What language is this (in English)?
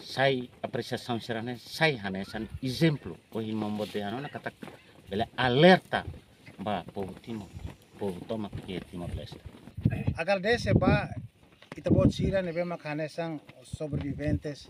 Tetum